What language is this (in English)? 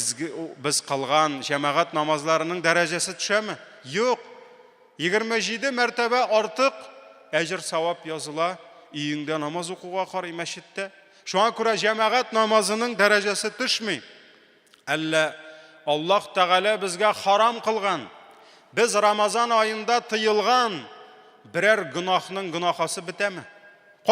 Tatar